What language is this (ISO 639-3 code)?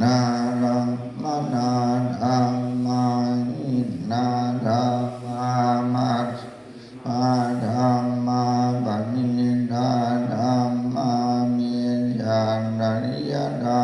pli